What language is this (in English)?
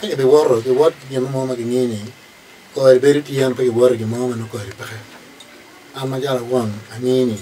Acoli